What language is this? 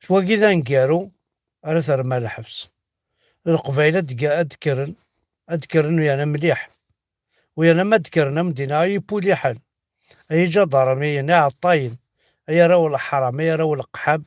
Kabyle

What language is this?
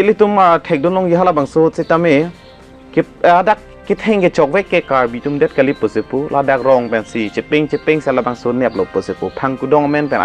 Karbi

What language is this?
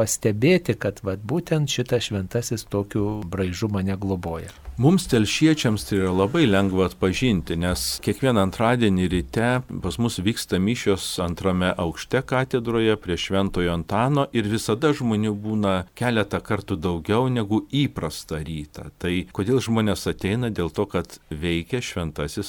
Lithuanian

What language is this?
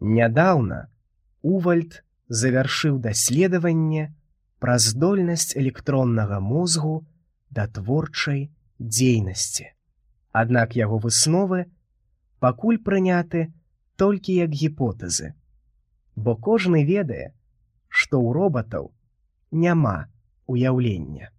Belarusian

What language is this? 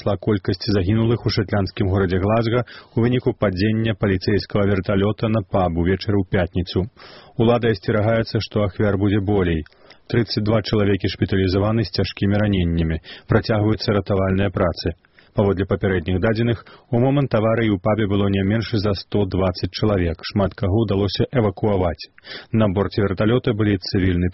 Belarusian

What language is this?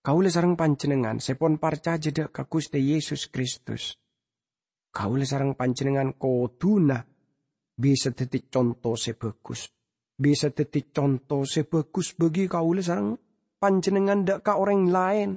Madurese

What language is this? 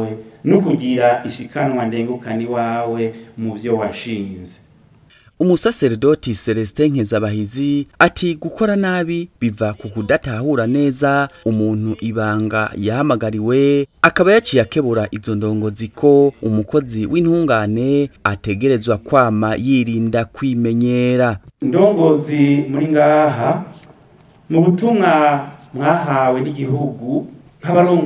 Rundi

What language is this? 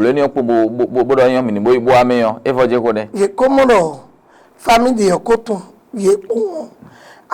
Fon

